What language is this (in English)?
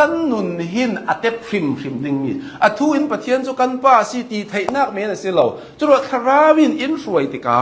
Hakha Chin